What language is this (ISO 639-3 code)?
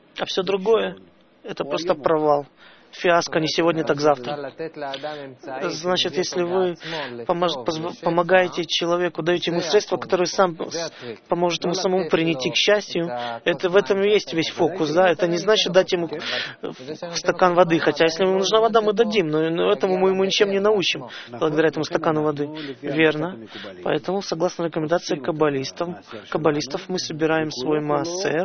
rus